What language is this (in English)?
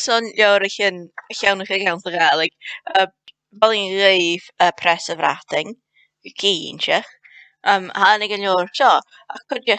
Scottish Gaelic